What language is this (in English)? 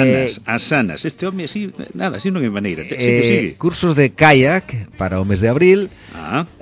Galician